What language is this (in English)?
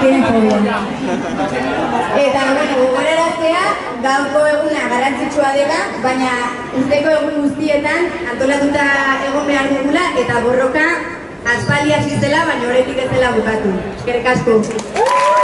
Basque